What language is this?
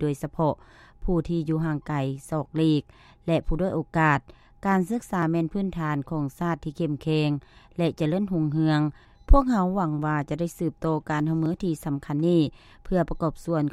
Lao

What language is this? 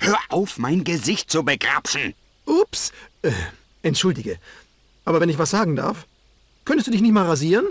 Bavarian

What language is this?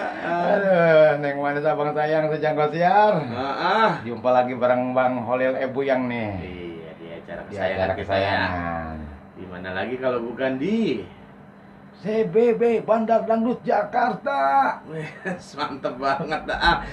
Betawi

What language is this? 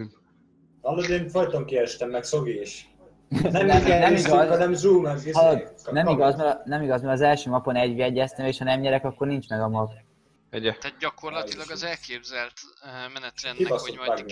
Hungarian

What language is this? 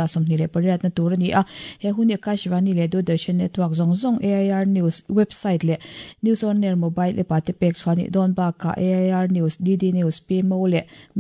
Mizo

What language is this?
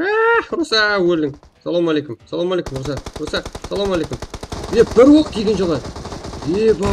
Kara-Kalpak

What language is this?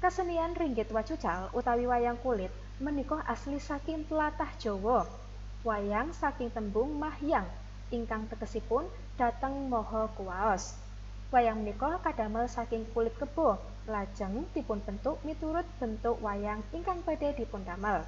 Javanese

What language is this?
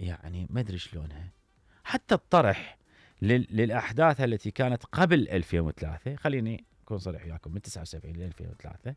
Mesopotamian Arabic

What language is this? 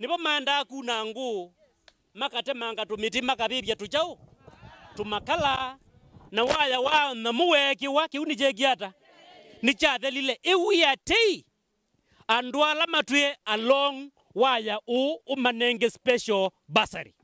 Kamba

